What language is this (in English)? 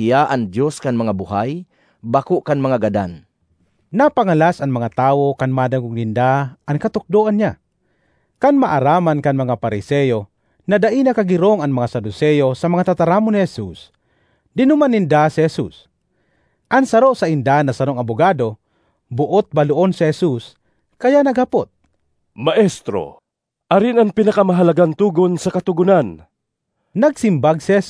Bikol